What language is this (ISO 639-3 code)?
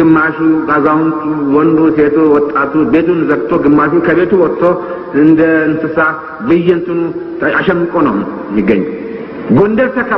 amh